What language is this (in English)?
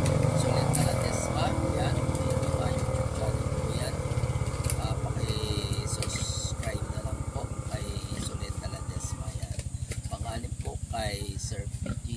Filipino